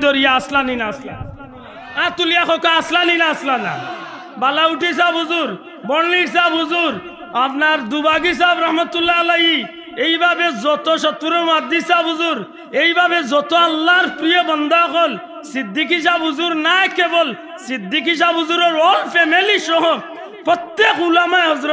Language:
Sylheti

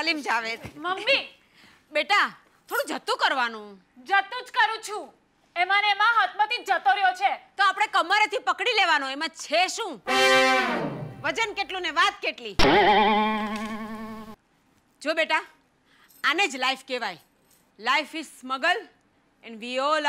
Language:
Gujarati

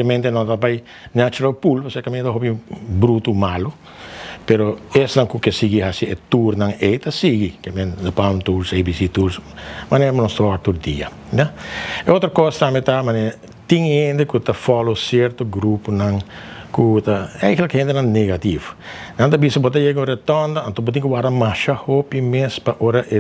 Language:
Papiamento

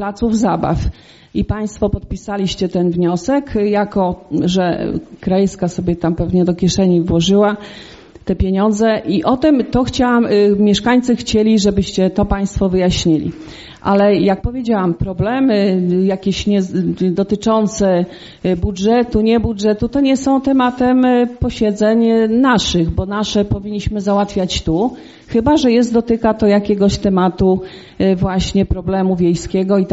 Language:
Polish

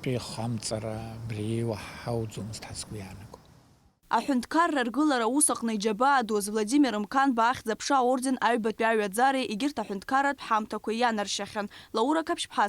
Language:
Abkhazian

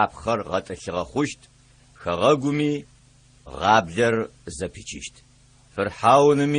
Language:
Adyghe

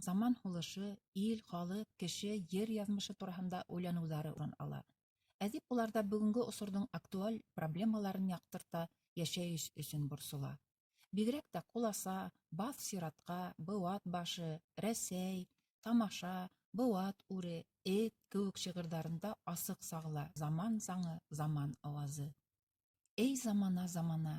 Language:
Bashkir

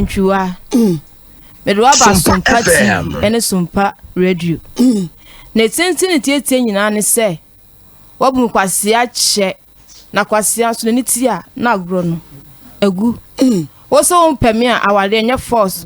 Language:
Akan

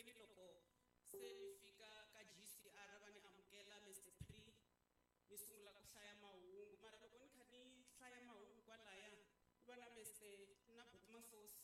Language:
Tsonga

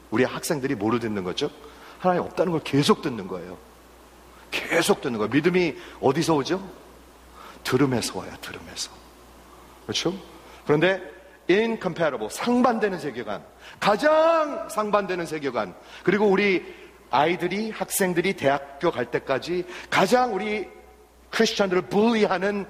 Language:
Korean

